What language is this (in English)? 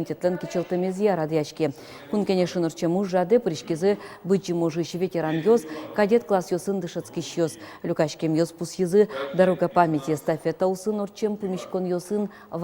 Udmurt